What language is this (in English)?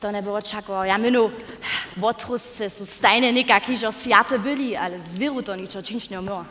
Upper Sorbian